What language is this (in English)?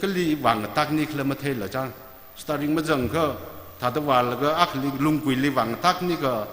Tangkhul Naga (India)